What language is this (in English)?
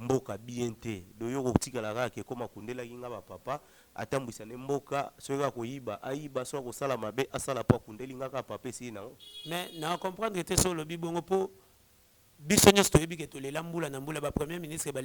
Lingala